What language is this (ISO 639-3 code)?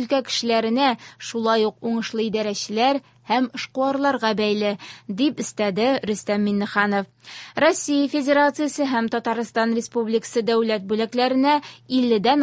tat